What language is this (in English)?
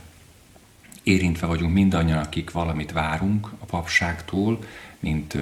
Hungarian